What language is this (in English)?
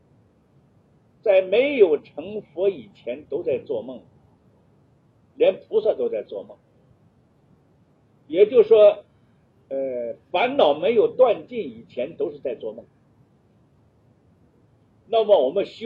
Chinese